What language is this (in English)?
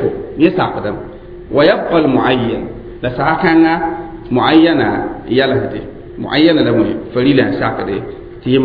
Mossi